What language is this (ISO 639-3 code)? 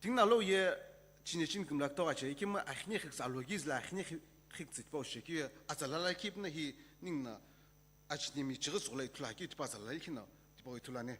nsm